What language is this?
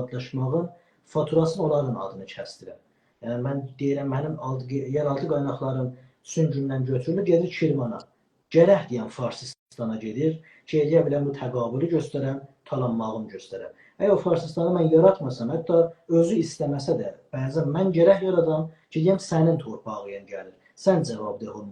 South Azerbaijani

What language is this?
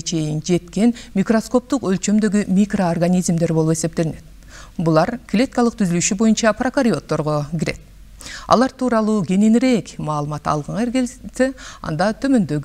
Kyrgyz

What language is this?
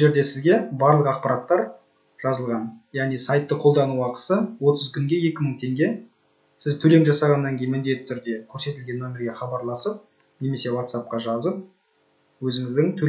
Kazakh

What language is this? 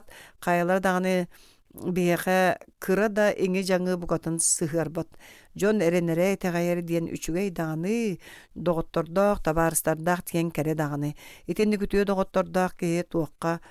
Yakut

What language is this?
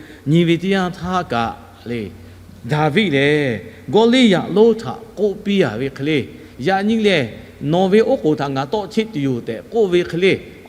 Lahu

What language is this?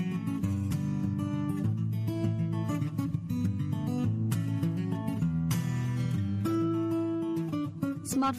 Burmese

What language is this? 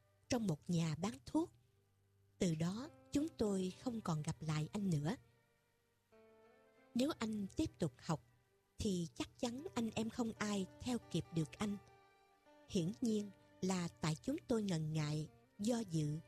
Vietnamese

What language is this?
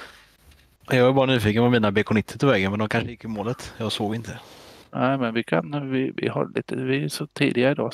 Swedish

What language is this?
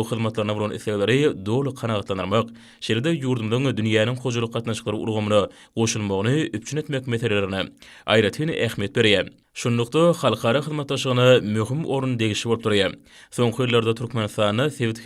Turkmen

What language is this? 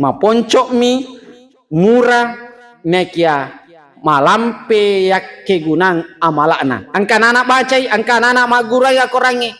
Buginese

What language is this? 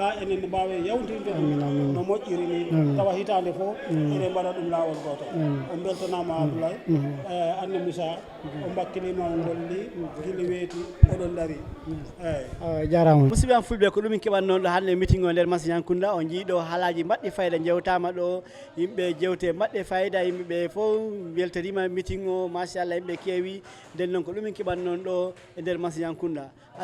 Fula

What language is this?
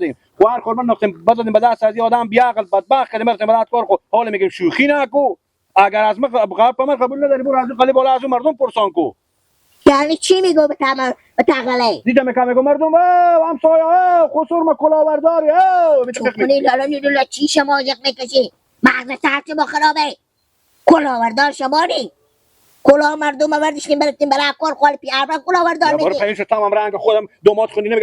Persian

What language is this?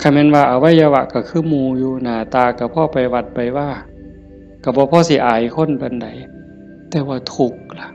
Northeastern Thai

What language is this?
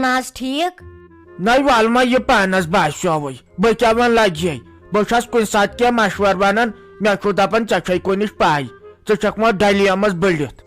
Kashmiri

